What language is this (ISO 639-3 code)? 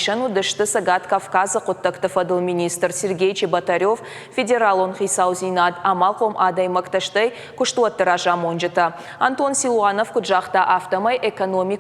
oss